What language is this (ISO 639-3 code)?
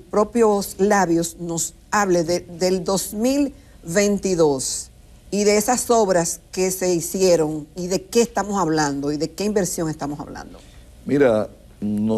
spa